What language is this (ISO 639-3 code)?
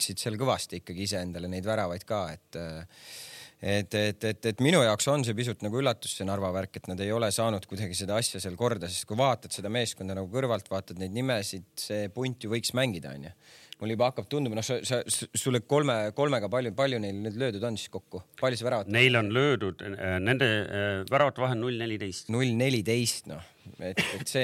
est